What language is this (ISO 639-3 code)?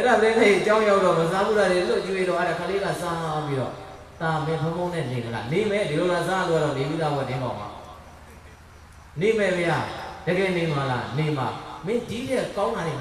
mya